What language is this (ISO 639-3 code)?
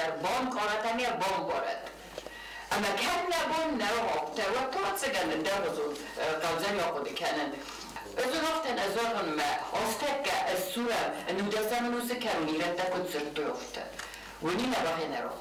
oss